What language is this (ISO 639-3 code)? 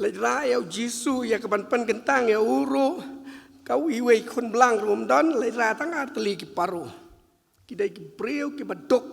kha